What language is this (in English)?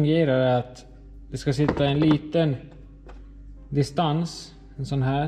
Swedish